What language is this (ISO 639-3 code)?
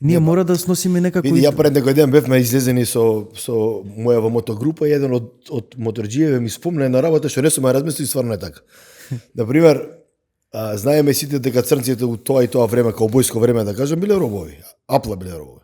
mkd